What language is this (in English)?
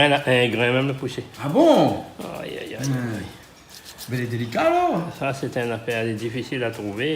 Réunion Creole French